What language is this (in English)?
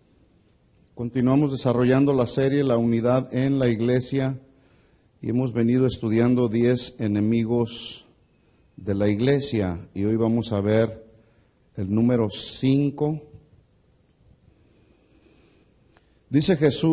Spanish